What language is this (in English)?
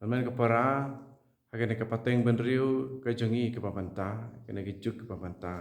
Khasi